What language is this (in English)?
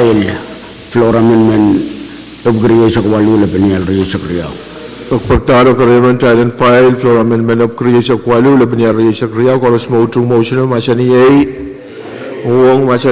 Pohnpeian